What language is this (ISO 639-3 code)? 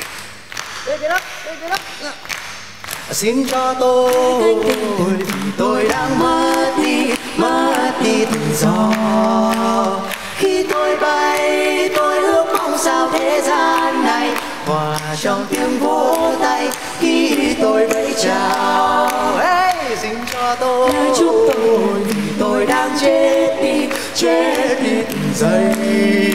vie